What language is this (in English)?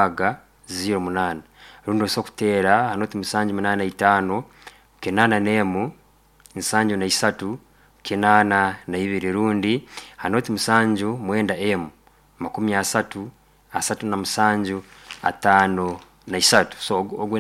Nyoro